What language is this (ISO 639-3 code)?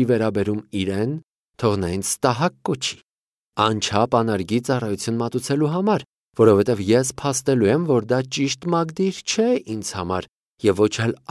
hye